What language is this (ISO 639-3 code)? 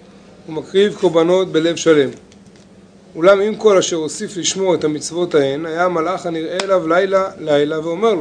heb